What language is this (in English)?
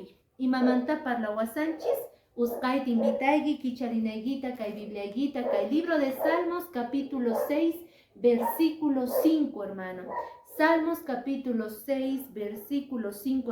Quechua